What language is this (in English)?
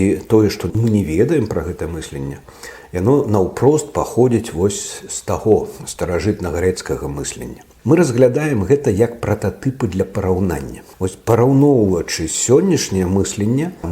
Belarusian